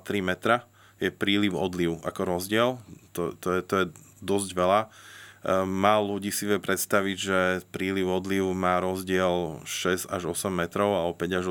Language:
Slovak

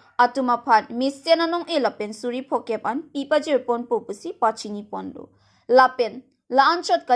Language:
Karbi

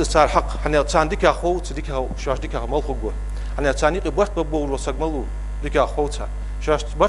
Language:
Ingush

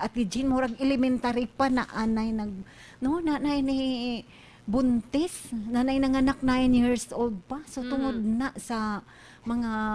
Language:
Cebuano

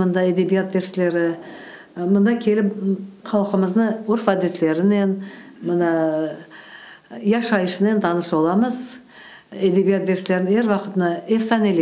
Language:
Crimean Tatar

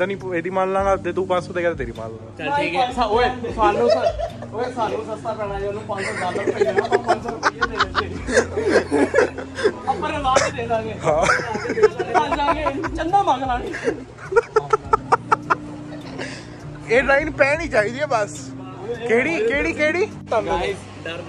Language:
Punjabi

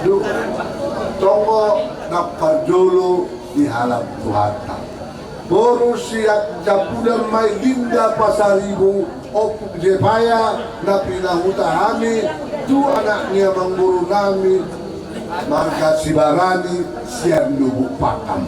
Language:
Batak Toba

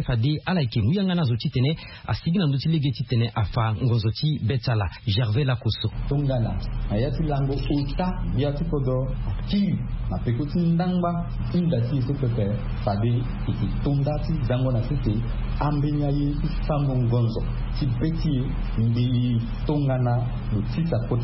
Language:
Sango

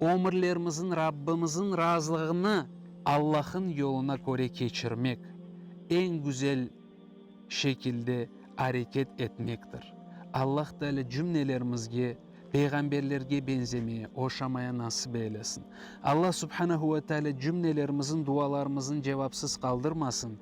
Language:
Crimean Tatar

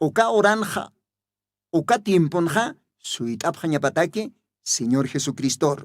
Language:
Aymara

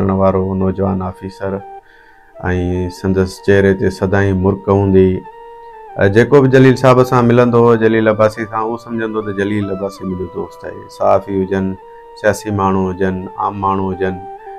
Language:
Sindhi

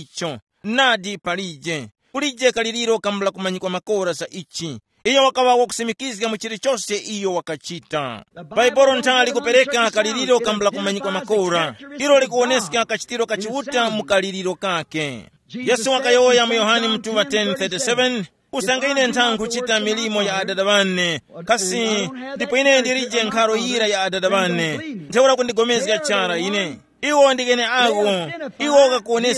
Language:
Tumbuka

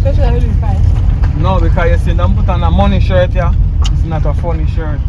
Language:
Jamaican Creole English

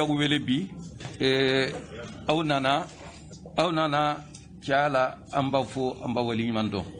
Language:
Bambara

